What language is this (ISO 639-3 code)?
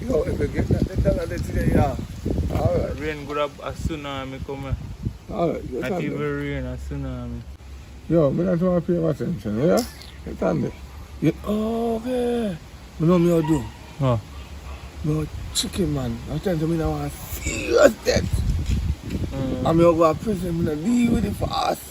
jam